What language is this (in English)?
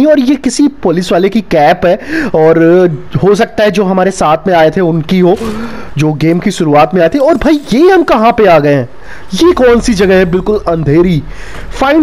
Hindi